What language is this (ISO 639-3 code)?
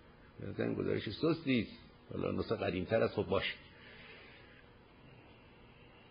fas